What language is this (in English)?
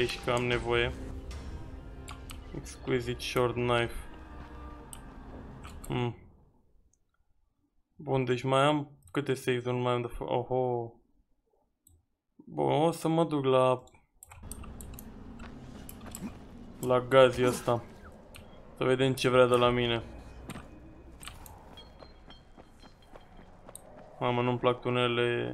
Romanian